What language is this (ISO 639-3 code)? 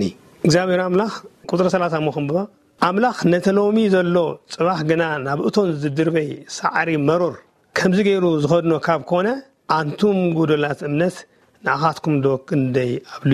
tir